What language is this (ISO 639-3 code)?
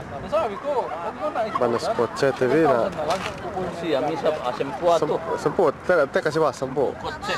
yka